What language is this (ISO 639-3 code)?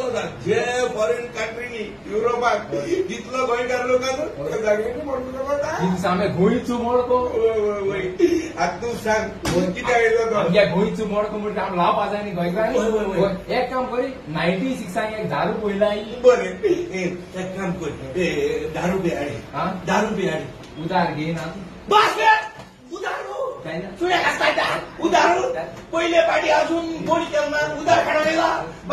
kok